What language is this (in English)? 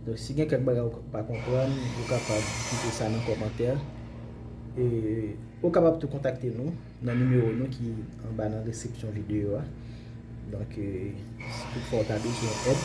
Haitian Creole